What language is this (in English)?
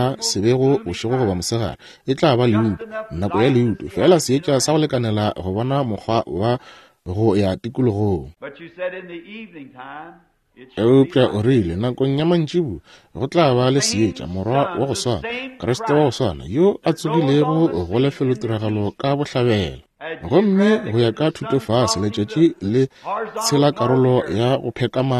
Northern Sotho